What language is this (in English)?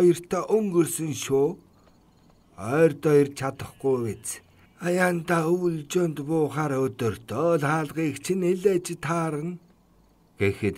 Mongolian